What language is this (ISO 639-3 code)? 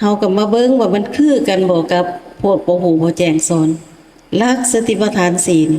lao